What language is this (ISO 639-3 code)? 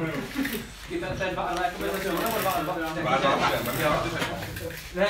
ces